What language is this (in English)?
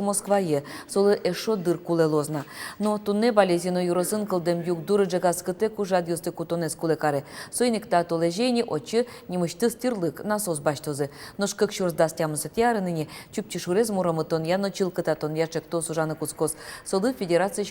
Udmurt